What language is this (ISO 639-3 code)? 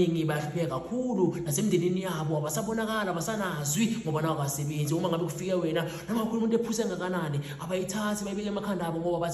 zul